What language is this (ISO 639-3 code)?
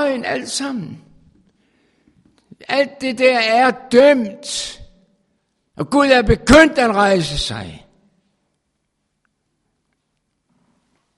dan